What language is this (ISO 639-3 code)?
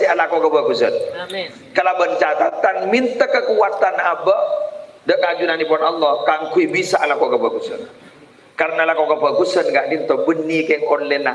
mad